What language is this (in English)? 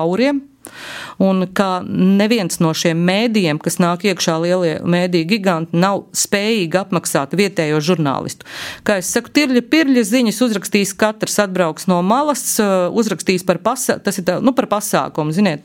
Latvian